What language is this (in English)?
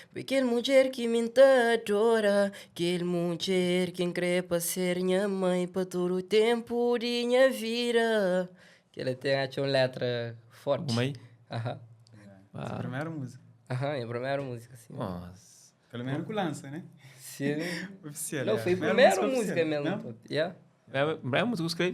Kabuverdianu